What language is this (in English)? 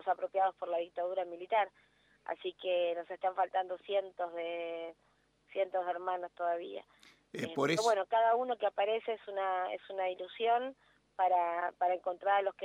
Spanish